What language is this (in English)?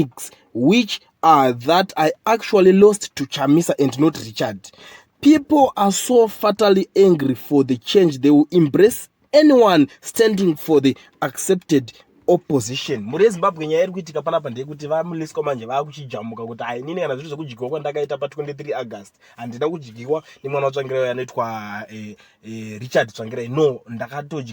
Shona